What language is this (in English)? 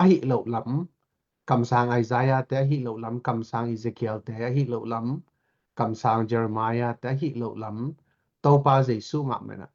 Tedim Chin